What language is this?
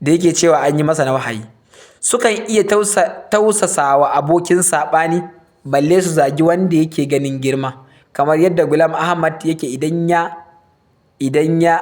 Hausa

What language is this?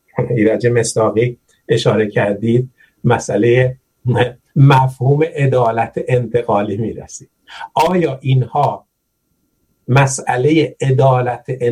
Persian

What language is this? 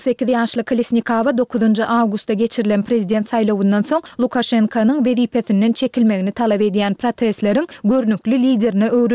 Turkmen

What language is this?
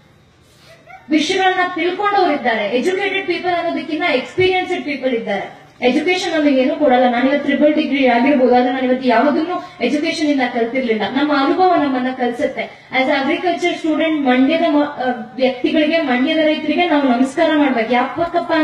Kannada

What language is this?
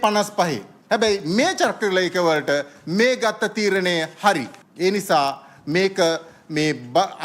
Sinhala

